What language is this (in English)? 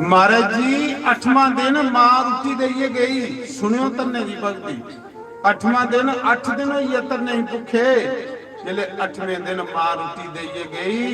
Dogri